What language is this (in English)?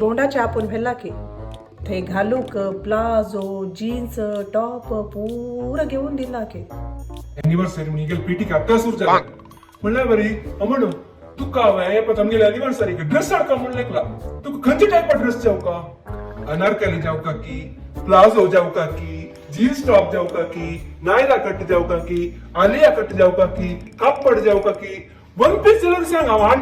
Konkani